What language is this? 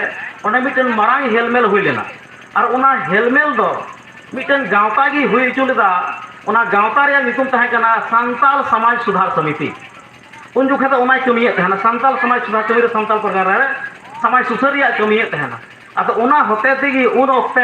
Santali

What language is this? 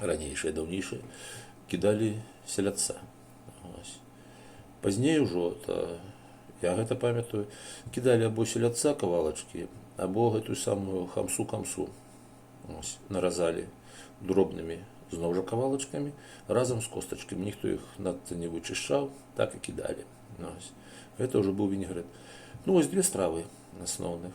Belarusian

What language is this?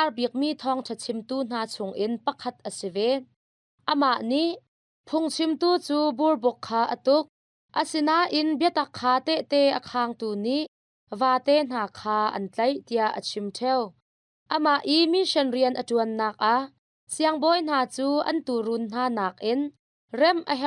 Hakha Chin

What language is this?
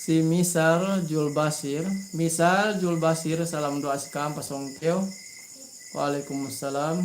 Yakan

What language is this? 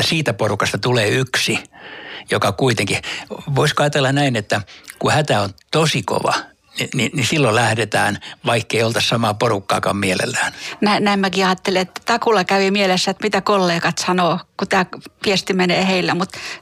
Finnish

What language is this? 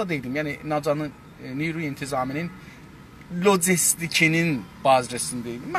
South Azerbaijani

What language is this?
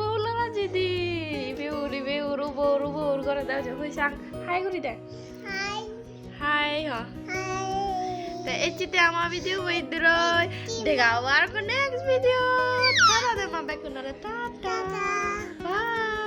Chakma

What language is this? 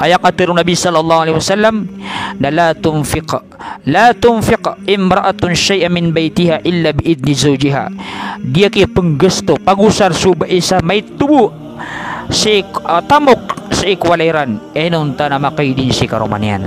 Maranao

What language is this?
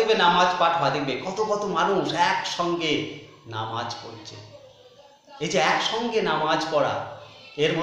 Bangla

